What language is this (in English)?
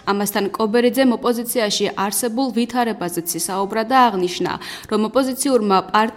Georgian